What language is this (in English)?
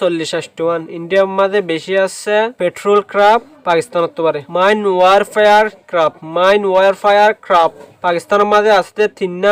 Rohingya